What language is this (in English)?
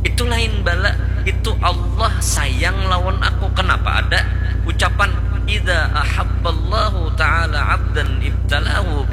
Banjar